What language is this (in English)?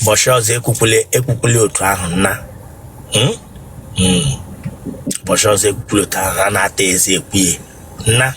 Igbo